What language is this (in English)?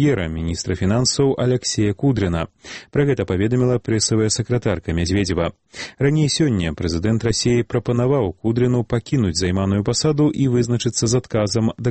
Belarusian